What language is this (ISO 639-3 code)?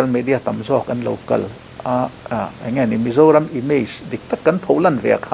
lus